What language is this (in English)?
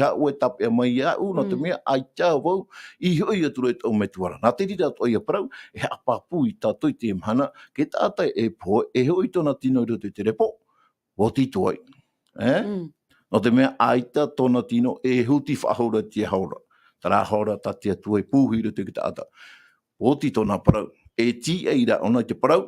Tahitian